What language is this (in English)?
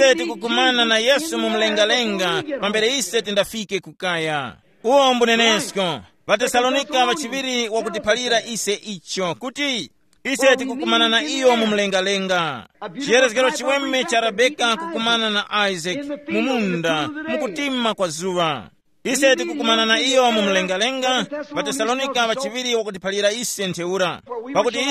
Tumbuka